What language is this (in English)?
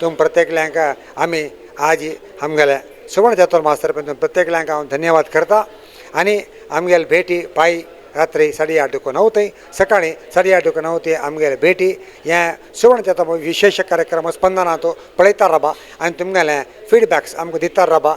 Konkani